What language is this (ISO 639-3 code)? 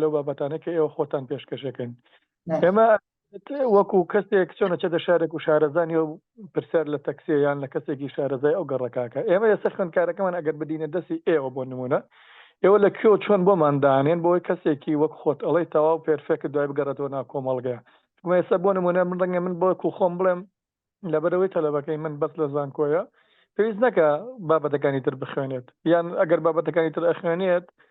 ckb